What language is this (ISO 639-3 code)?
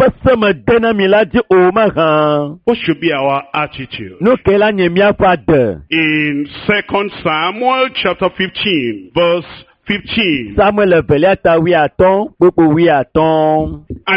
ewe